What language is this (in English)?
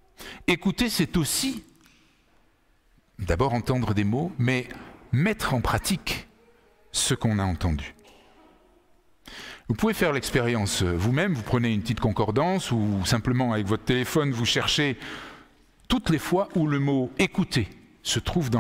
French